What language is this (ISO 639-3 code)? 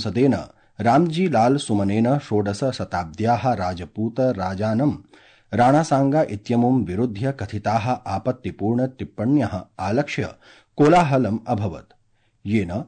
san